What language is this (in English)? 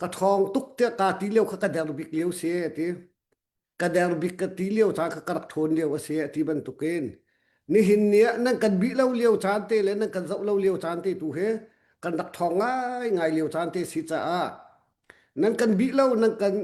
Hakha Chin